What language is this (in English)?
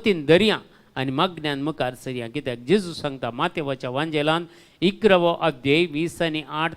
Konkani